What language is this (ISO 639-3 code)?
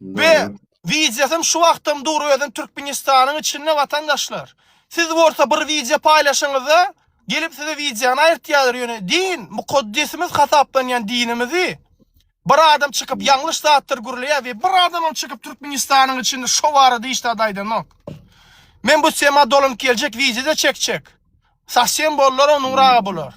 tuk